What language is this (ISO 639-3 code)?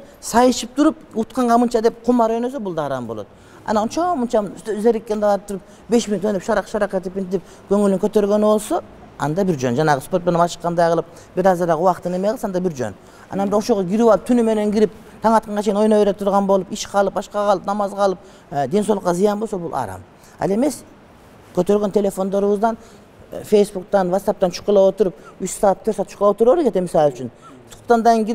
kir